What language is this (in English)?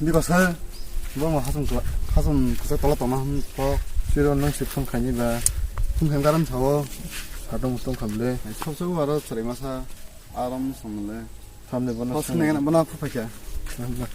Kok Borok